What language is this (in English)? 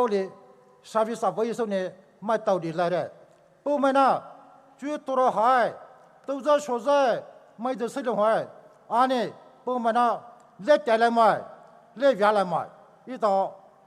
Poumei Naga